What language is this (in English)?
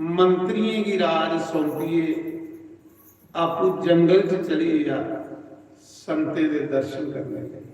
Dogri